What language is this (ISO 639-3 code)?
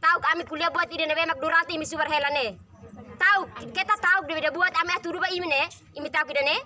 tet